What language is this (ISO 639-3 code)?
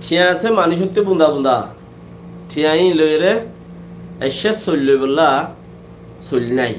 rhg